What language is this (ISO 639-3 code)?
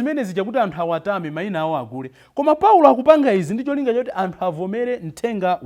nya